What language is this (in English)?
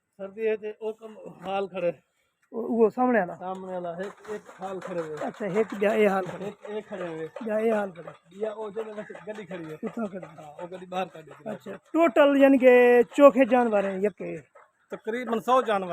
Saraiki